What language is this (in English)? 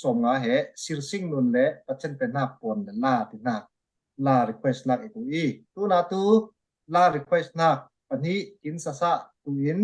Falam Chin